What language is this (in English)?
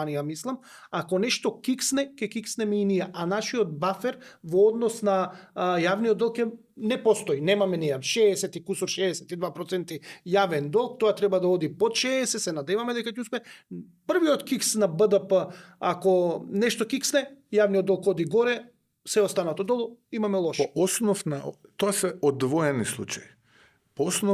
Macedonian